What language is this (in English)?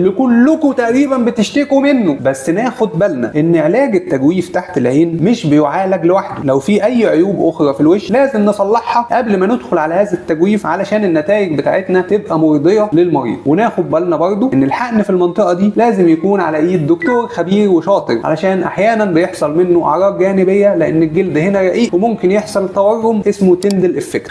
Egyptian Arabic